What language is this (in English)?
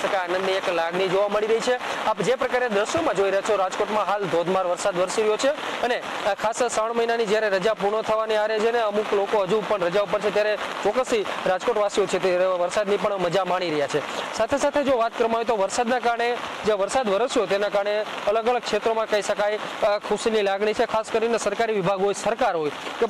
Gujarati